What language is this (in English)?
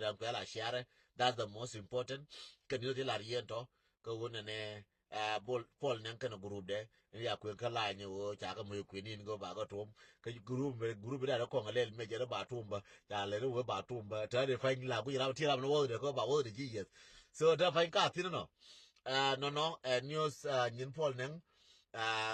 Nuer